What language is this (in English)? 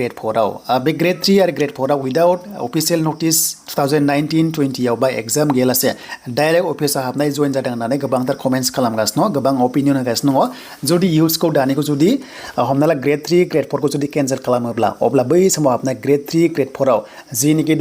Bodo